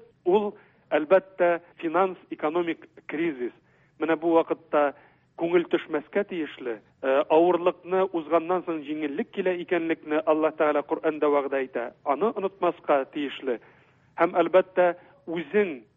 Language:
Tatar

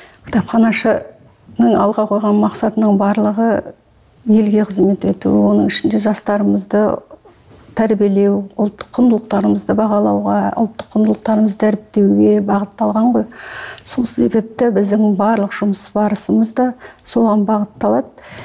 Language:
Kazakh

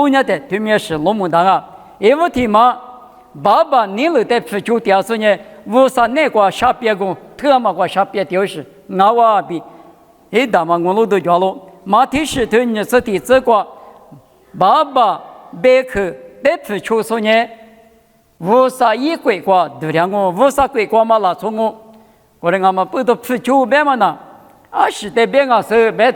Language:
Lisu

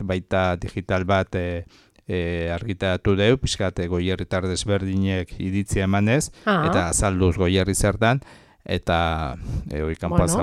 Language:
Basque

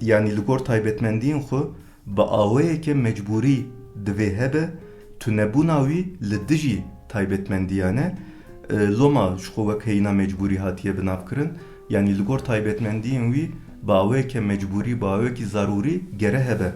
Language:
Kurdish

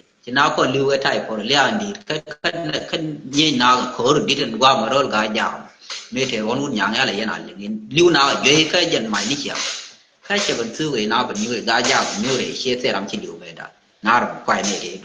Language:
Nuer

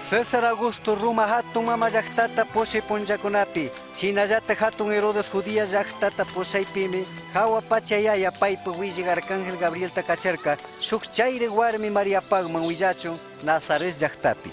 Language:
Chimborazo Highland Quichua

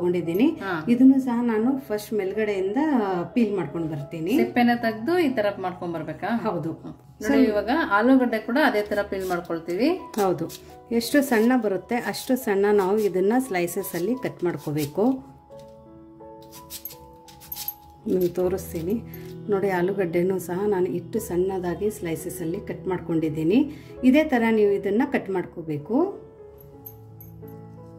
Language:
Kannada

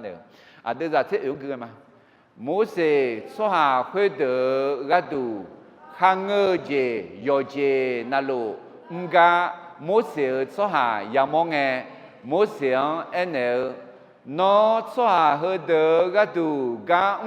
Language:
Akha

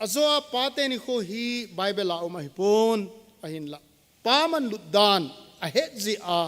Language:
Thado Chin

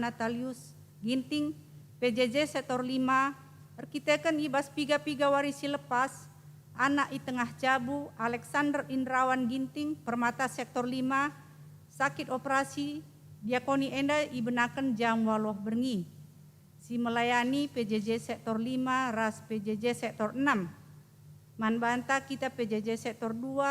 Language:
Batak Karo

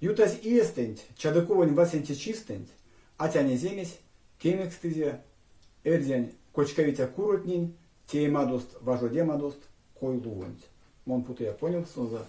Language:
Erzya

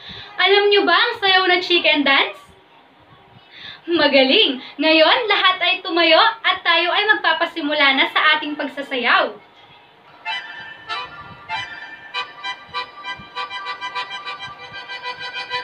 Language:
Filipino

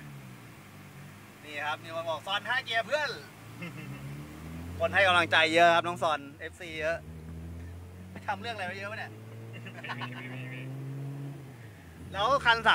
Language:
Thai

